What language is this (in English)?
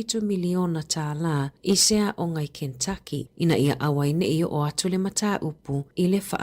Samoan